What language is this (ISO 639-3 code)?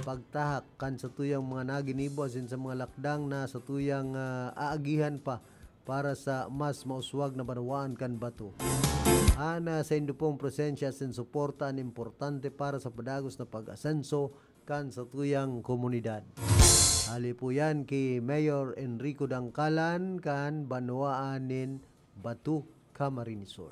bik